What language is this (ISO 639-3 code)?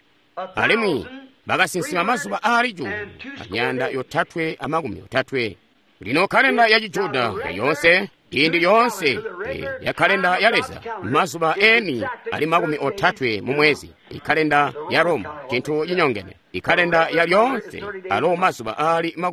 toi